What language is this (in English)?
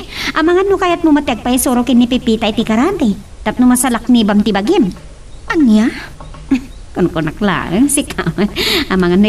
Iloko